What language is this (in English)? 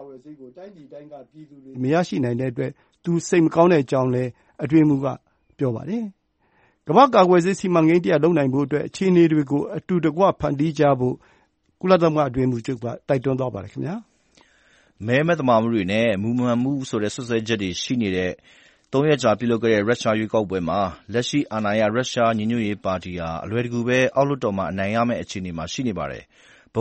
Burmese